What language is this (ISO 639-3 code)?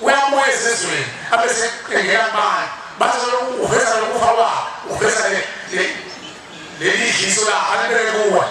zul